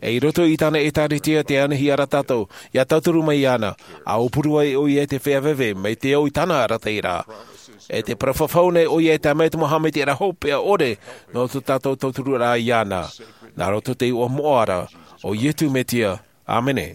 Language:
Tahitian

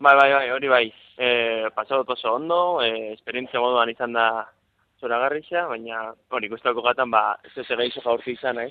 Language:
Basque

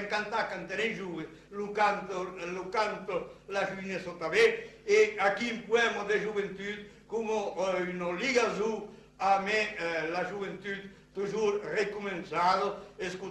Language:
Occitan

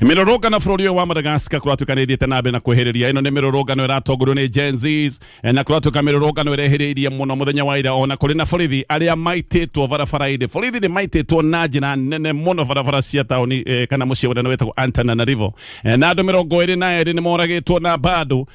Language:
Kikuyu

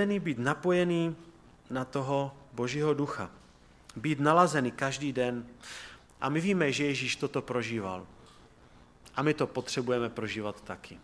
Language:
Czech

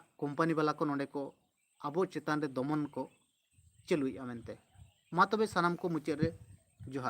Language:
Santali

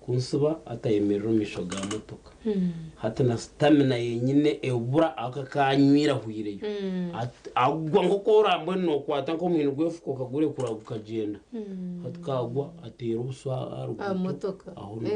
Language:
Nyankole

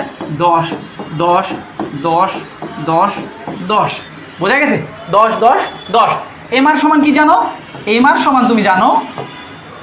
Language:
Bangla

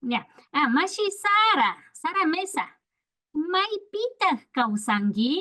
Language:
Imbabura Highland Quichua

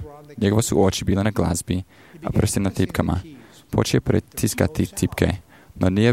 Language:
Croatian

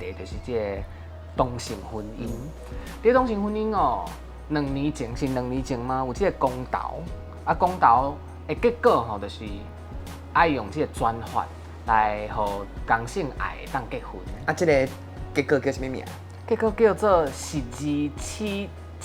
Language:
Min Nan Chinese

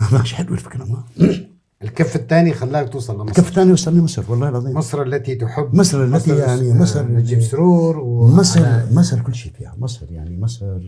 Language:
North Levantine Arabic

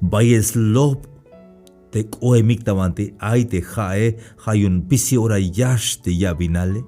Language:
Tzeltal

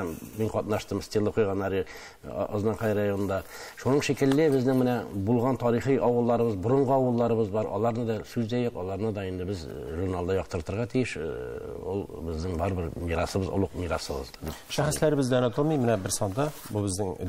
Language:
Tatar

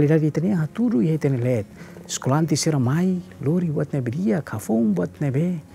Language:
Tetum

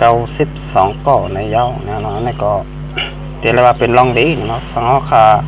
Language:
Shan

